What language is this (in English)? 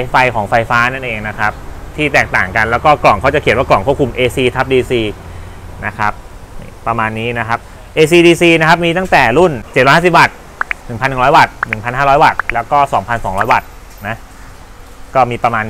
Thai